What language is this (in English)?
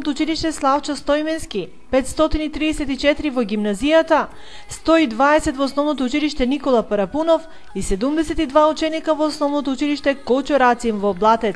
Macedonian